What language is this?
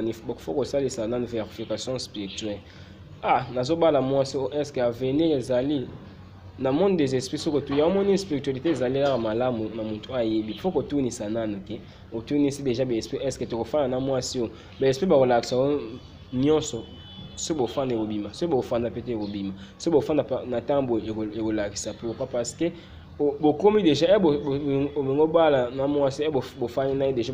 Lingala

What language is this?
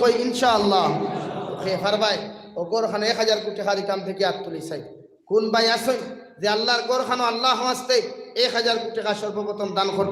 Sylheti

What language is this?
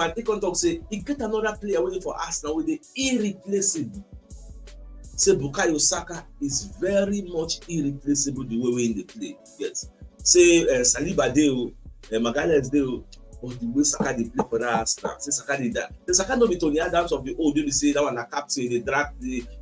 Nigerian Pidgin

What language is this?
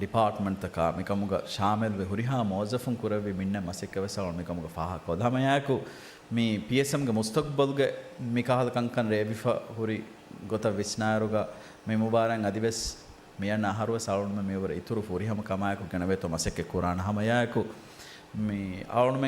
Divehi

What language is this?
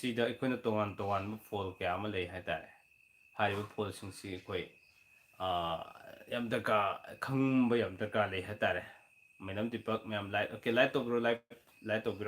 Manipuri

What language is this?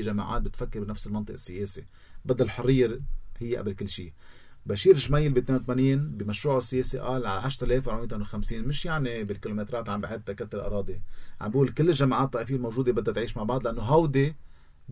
North Levantine Arabic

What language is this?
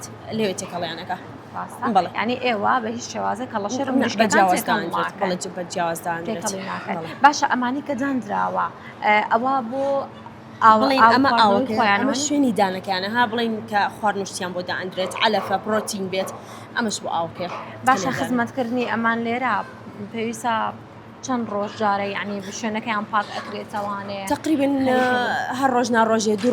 Central Kurdish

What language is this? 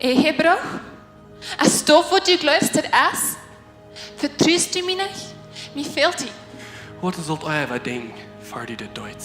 Plautdietsch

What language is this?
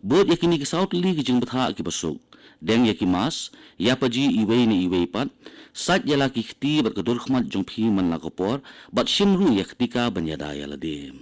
Khasi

